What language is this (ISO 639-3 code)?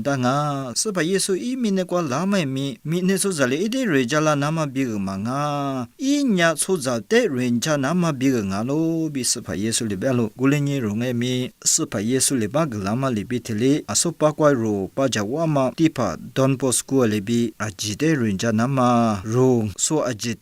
lis